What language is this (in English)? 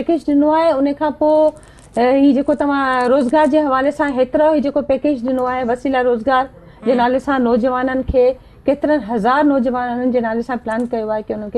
Sindhi